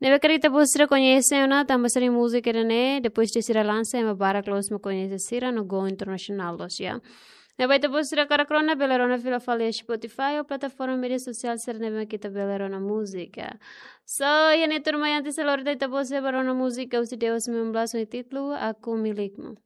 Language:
Tetum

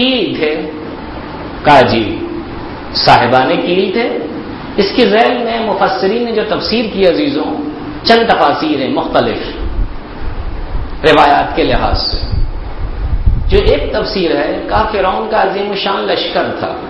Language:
Urdu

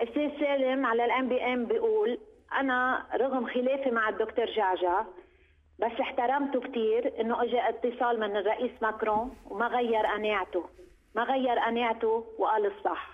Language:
North Levantine Arabic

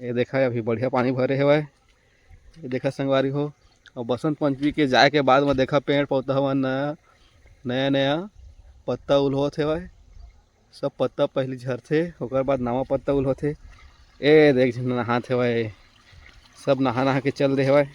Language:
Chhattisgarhi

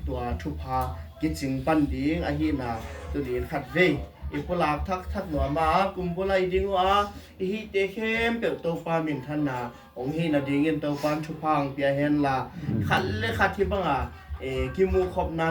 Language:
Tedim Chin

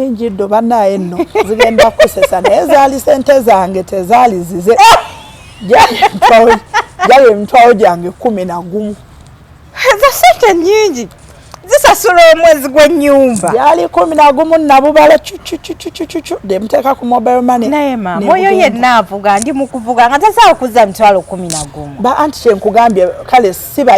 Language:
Ganda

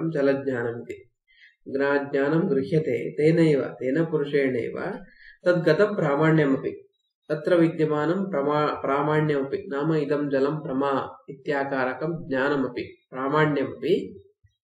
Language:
Sanskrit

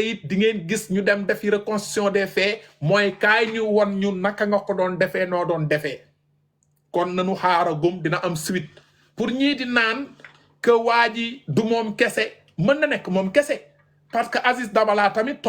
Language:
Wolof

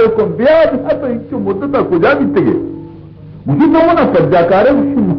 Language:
Baluchi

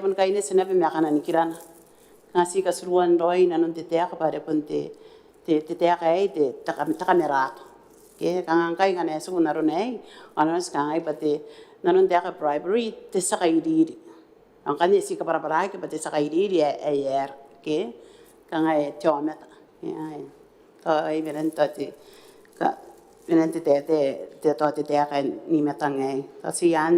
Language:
Gilbertese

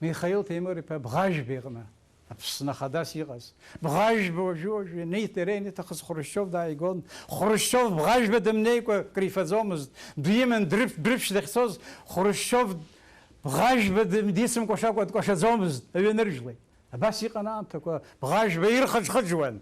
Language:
Abkhazian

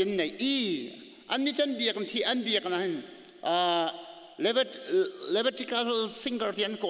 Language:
Hakha Chin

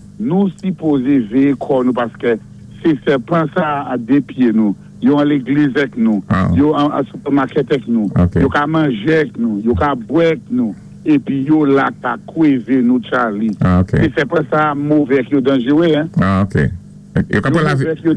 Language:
Saint Lucian Creole French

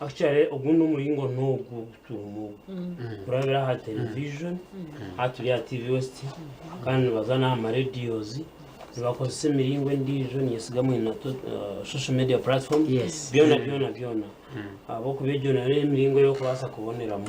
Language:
Nyankole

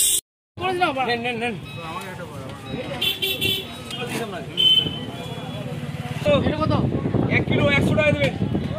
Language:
Bangla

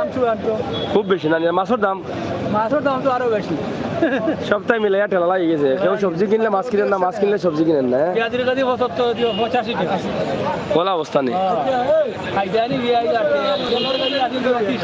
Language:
Sylheti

